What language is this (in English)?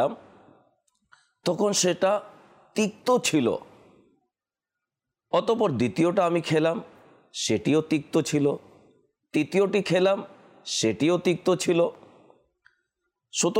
Bangla